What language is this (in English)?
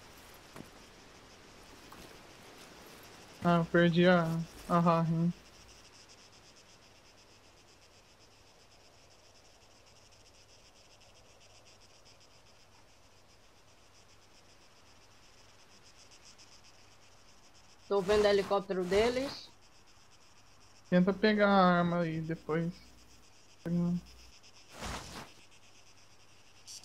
Portuguese